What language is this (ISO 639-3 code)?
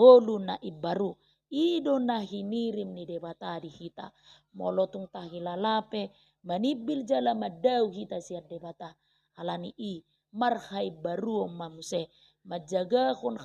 bbc